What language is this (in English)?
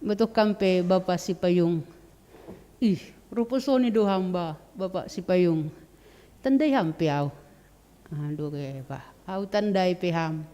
Batak Simalungun